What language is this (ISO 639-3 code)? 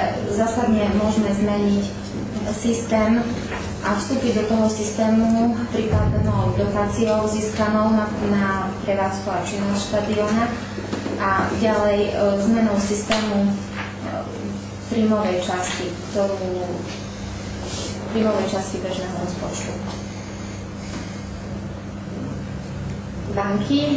slk